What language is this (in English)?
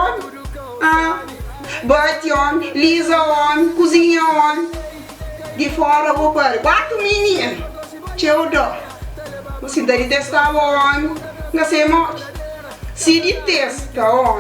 Kabuverdianu